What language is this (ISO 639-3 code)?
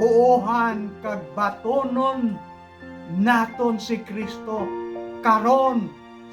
hil